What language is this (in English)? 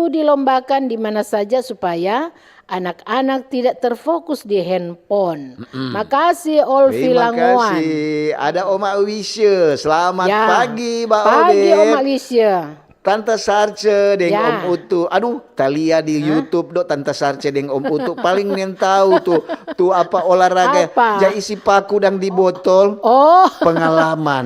Manado Malay